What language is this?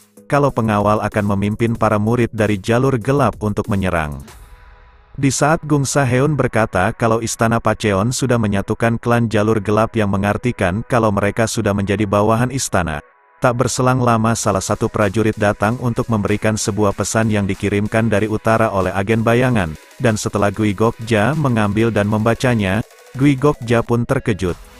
Indonesian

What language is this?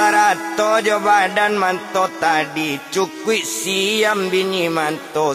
Minangkabau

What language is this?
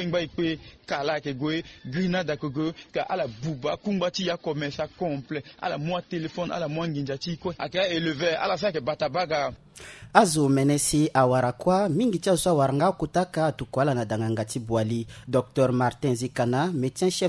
Sango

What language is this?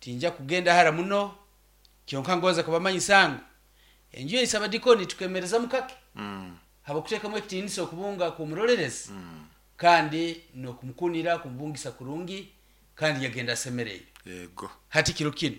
Nyoro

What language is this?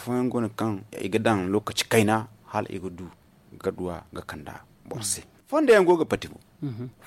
Zarma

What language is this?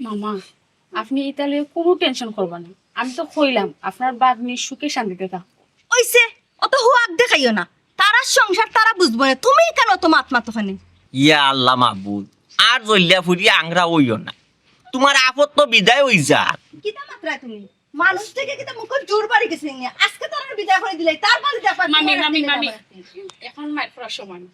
Sylheti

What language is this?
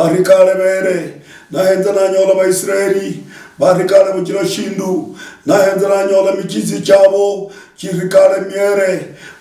Luyia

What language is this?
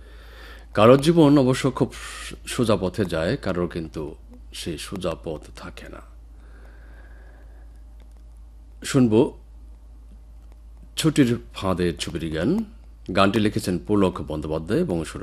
Bangla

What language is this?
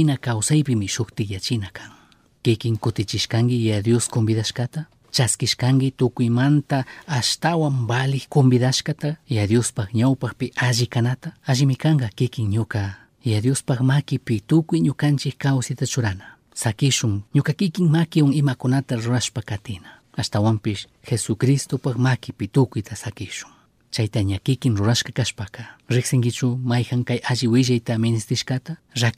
Chimborazo Highland Quichua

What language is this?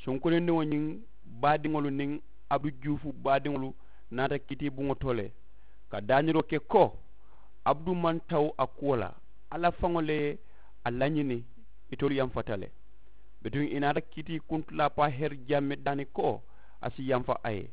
Mandingo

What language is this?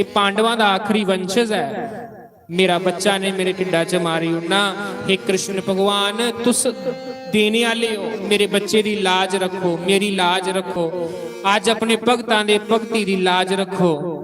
Dogri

